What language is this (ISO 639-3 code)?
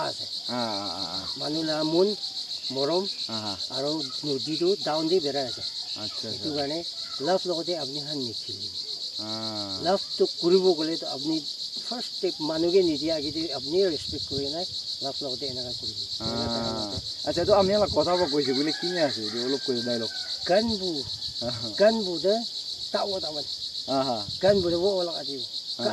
nag